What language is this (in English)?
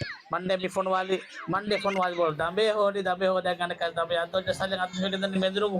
Divehi